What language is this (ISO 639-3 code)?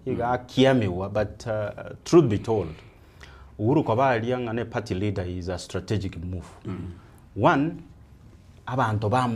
guz